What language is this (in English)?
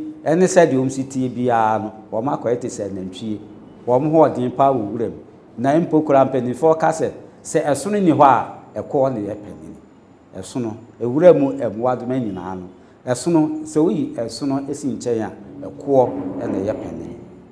Akan